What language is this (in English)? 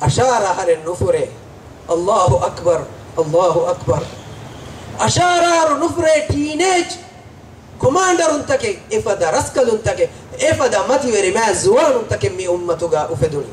Divehi